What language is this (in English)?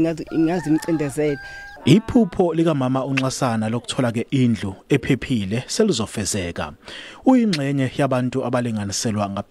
Zulu